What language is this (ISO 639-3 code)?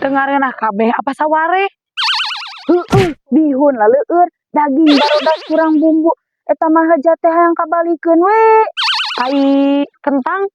sun